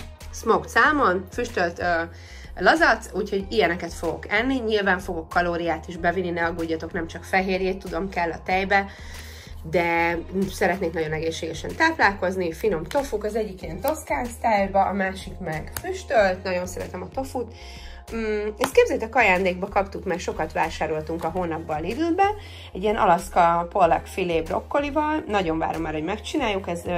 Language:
Hungarian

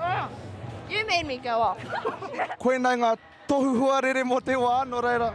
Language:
Māori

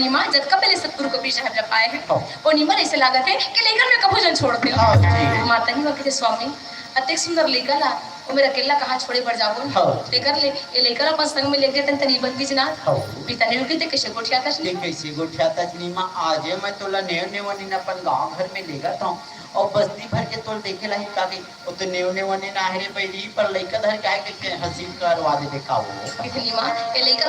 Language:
Chhattisgarhi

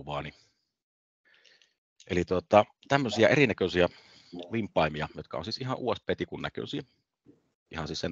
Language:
Finnish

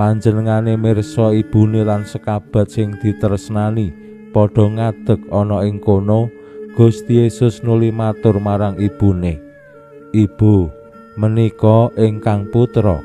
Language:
Javanese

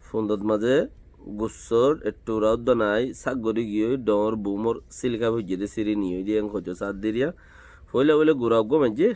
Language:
Rohingya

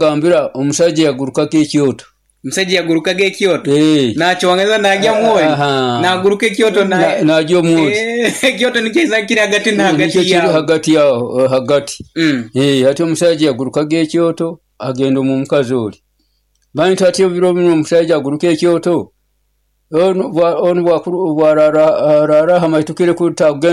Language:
Nyoro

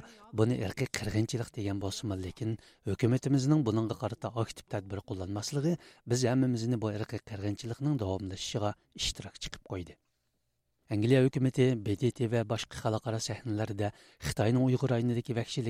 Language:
Uyghur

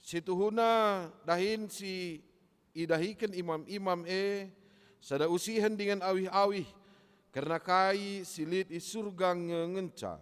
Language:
Batak Karo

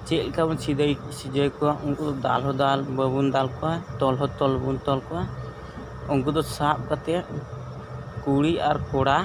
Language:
Santali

